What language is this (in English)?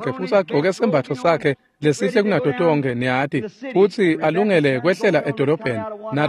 Swati